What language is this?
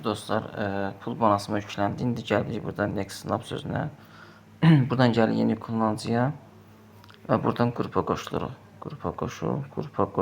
Azerbaijani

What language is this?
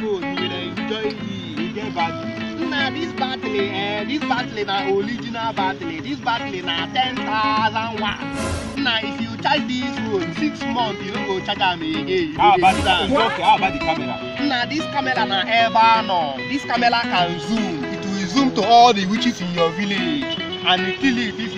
Nigerian Pidgin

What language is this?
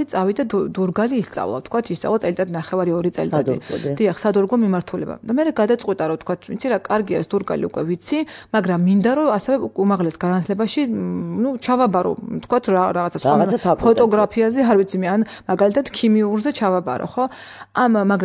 Georgian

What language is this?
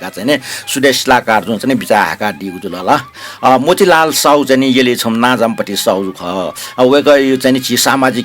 Newari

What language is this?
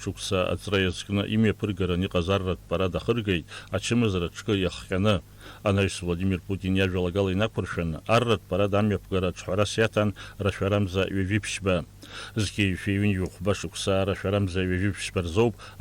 Abkhazian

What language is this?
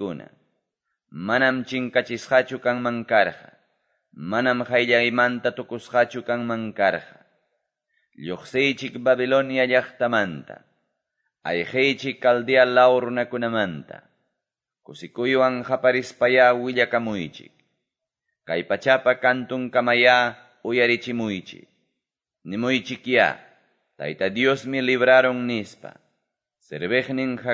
Quechua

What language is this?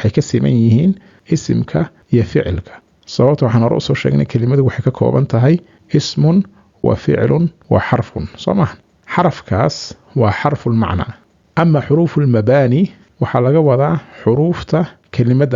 Somali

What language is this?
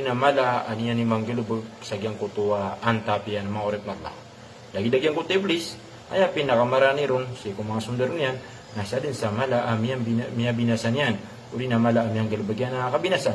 Maranao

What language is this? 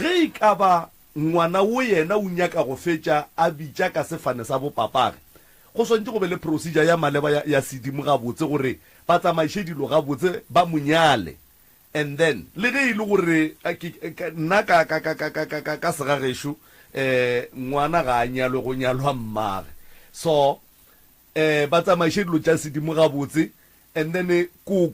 Northern Sotho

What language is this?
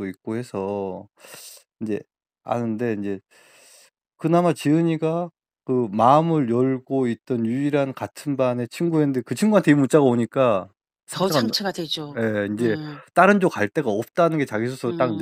Korean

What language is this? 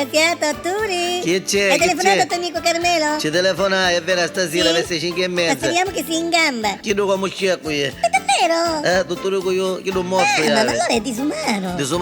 Neapolitan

